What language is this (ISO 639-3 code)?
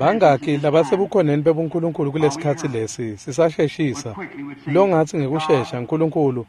ssw